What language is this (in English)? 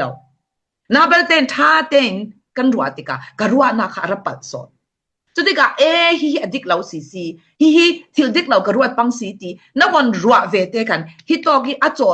Falam Chin